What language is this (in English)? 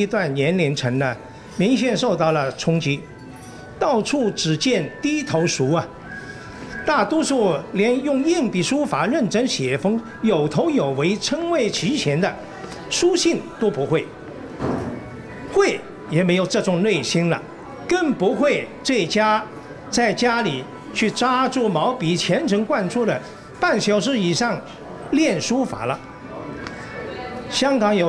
Chinese